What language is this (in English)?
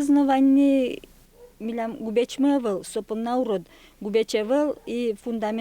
Udmurt